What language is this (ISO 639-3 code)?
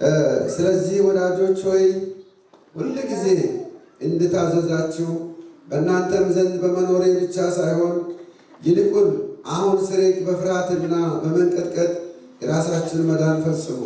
amh